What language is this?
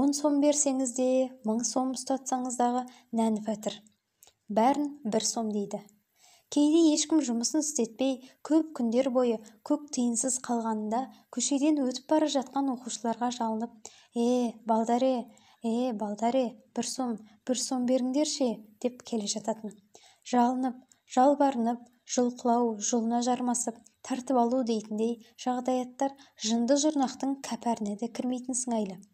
Kazakh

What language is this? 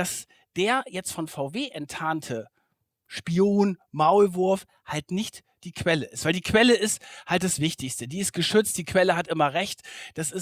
German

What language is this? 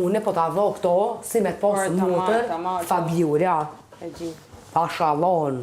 Albanian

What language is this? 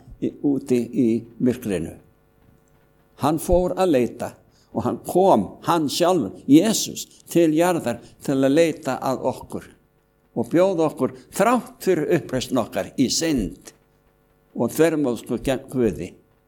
Icelandic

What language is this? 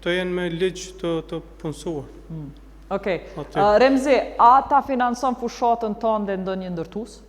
Albanian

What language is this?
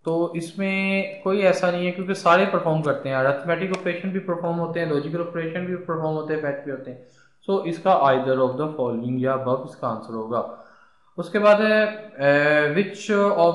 Hindi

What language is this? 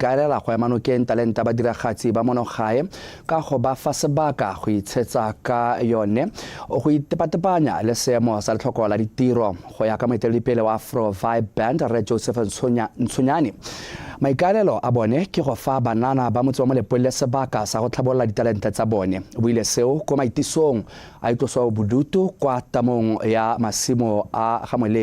Tswana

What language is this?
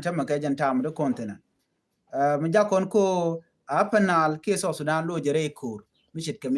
Nuer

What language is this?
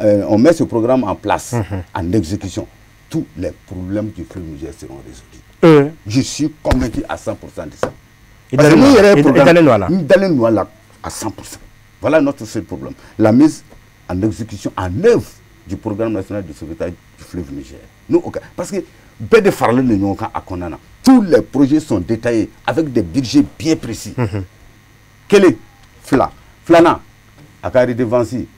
Bambara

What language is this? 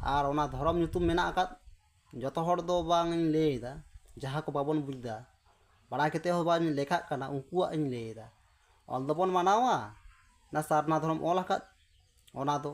Santali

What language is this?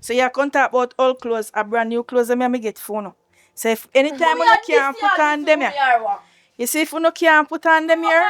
Jamaican Creole English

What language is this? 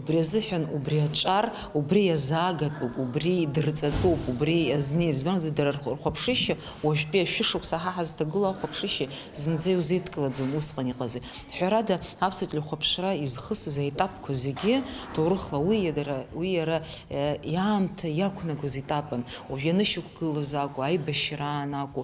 Abkhazian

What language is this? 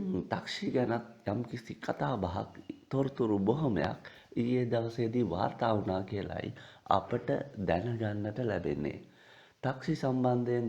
Sinhala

